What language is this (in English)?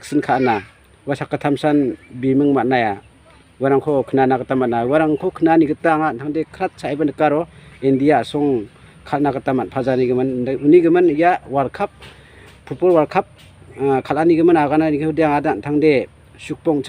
Garo